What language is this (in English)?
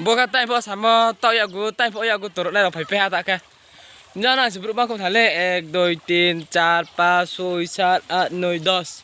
Riang (India)